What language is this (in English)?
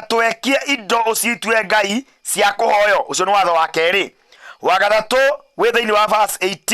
Kikuyu